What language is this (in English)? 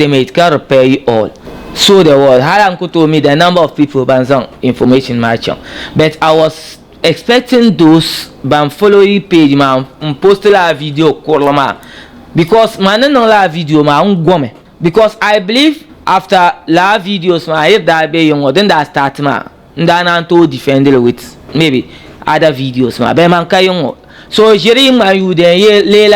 Dagbani